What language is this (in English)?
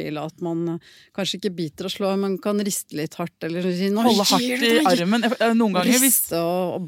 Norwegian